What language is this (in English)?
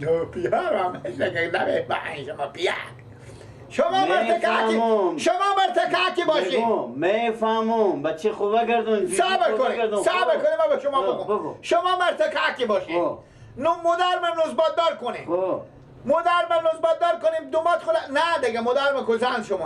Persian